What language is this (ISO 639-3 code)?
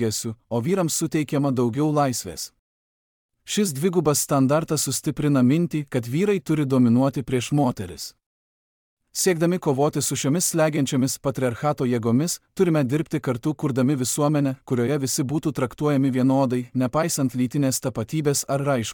lit